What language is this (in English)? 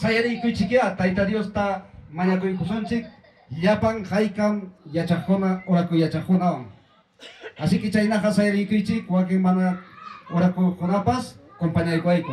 Ayacucho Quechua